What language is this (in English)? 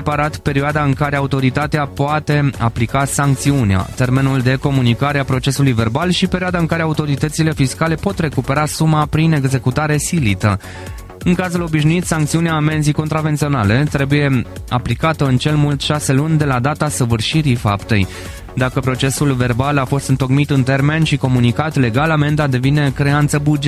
Romanian